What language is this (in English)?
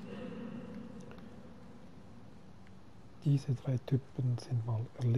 German